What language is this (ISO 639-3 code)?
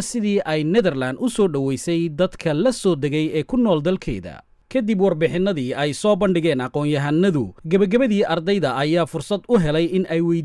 som